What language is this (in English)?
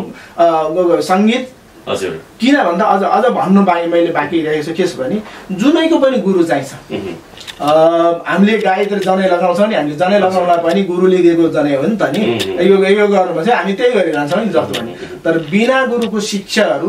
Nepali